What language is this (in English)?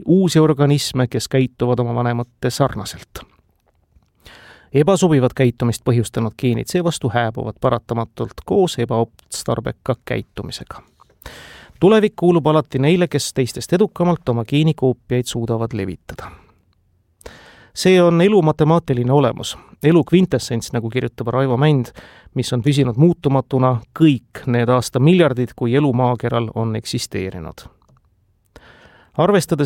Estonian